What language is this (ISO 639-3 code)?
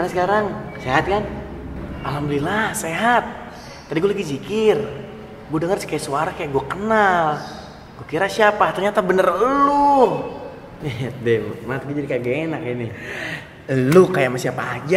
bew